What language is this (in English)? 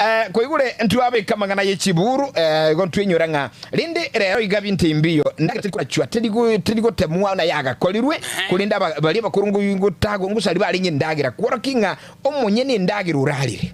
Gusii